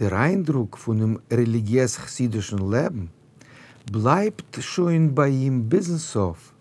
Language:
Yiddish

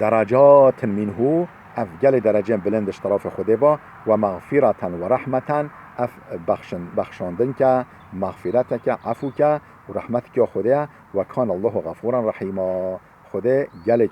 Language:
Kurdish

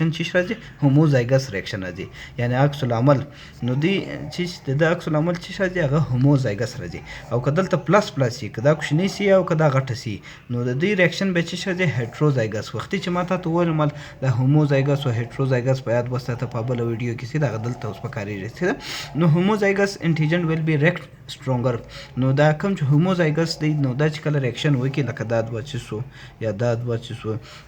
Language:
Pashto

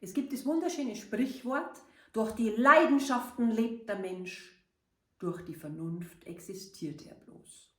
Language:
Bavarian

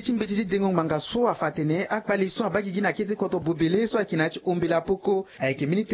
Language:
Sango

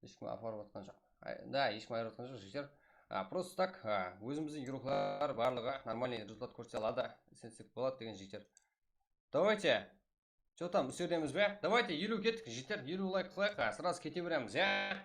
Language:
Kara-Kalpak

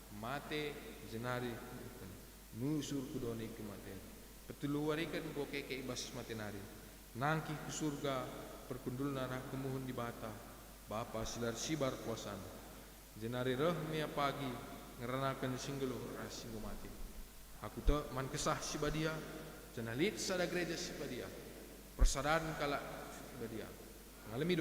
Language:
Batak Karo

